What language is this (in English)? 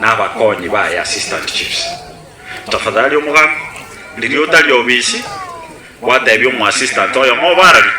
Gusii